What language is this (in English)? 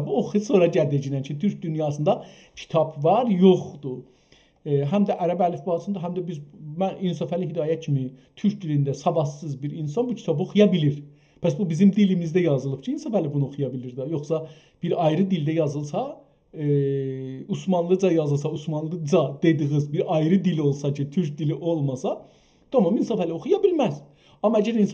South Azerbaijani